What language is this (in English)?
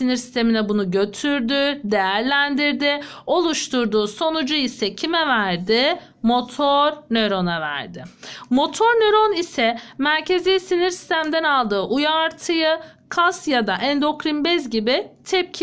Turkish